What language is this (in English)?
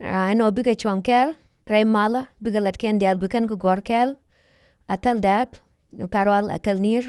Nuer